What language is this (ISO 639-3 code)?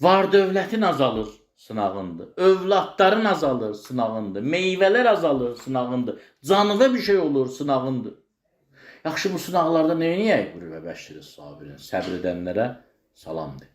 aze